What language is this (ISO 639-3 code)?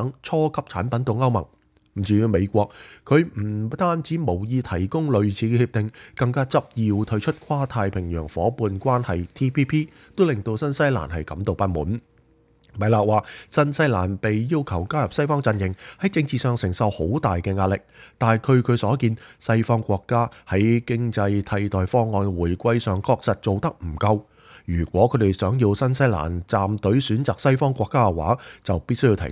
yue